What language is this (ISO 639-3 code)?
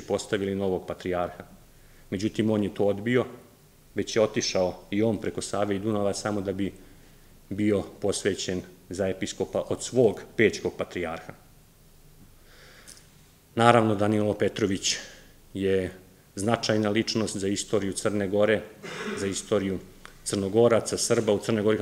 srp